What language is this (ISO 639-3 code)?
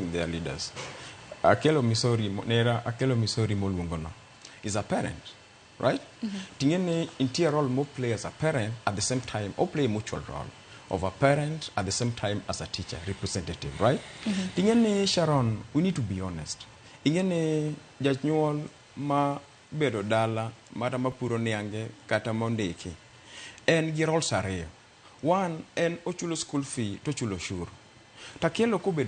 luo